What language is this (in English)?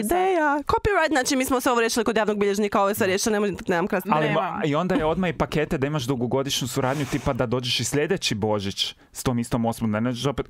Croatian